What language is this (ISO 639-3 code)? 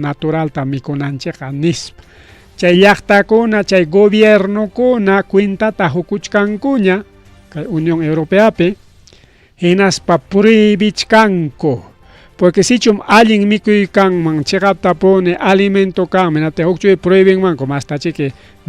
quy